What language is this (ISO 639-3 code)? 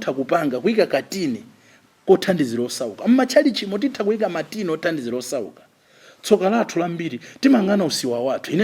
nya